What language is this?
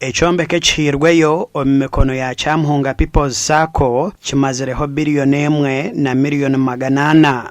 Nyankole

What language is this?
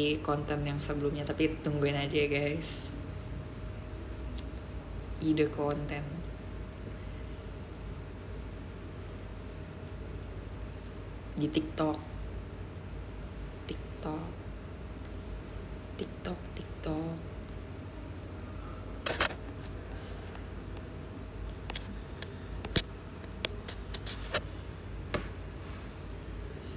Indonesian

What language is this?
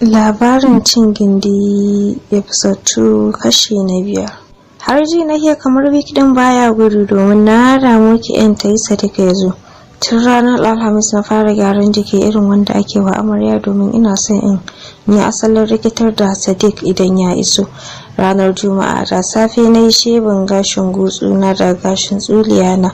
Hausa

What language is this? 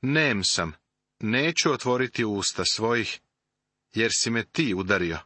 Serbian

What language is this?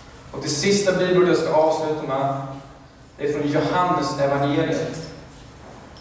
Swedish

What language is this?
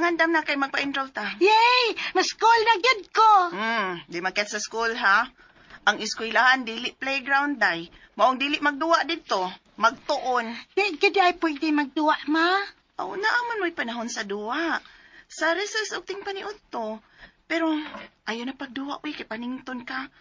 Cebuano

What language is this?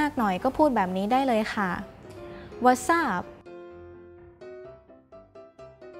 Thai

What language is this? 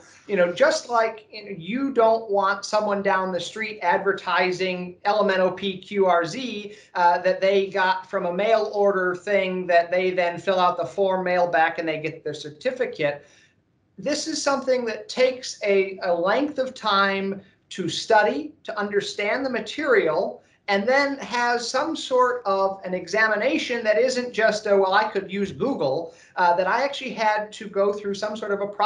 English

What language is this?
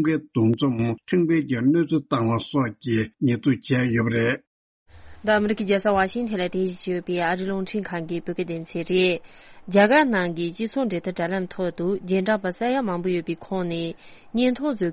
Tibetan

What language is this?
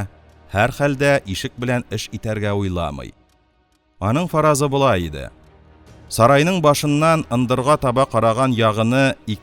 Tatar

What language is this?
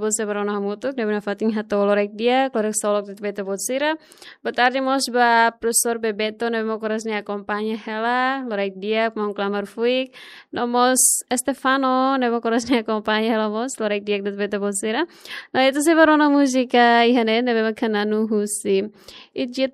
Tetum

